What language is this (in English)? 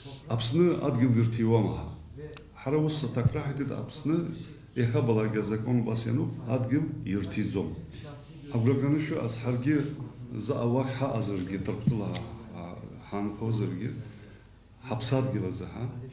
Abkhazian